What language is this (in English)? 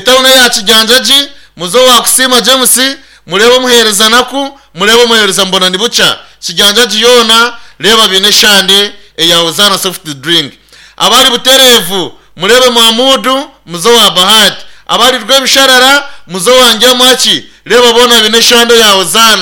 Nyankole